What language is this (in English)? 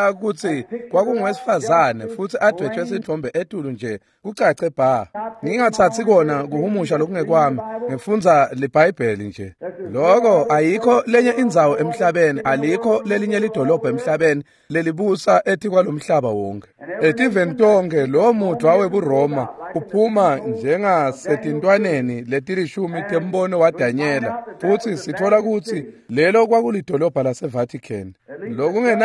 Swati